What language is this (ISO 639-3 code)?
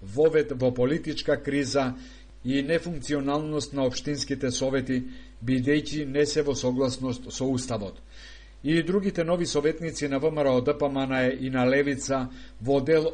mkd